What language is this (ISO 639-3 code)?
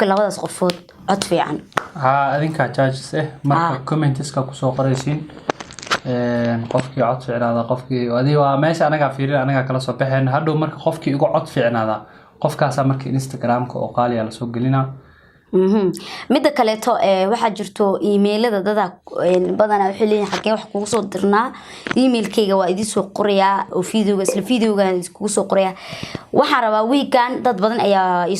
som